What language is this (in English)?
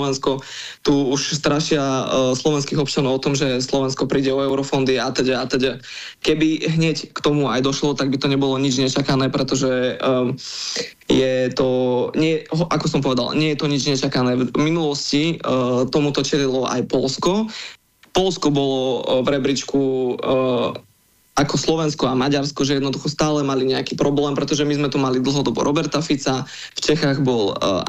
Slovak